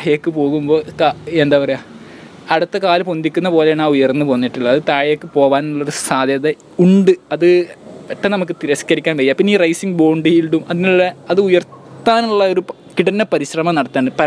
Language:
Malayalam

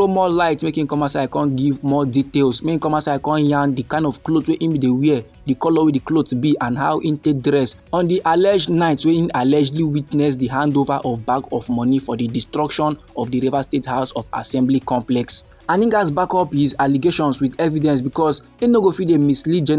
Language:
Nigerian Pidgin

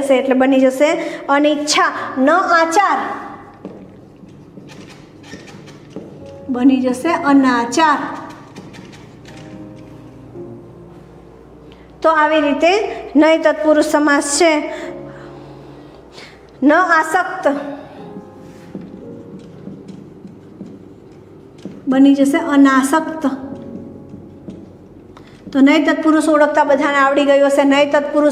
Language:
Gujarati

